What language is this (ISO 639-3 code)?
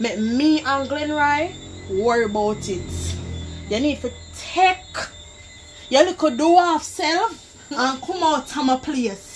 jam